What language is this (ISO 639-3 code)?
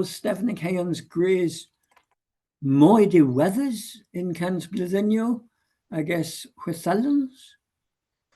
cor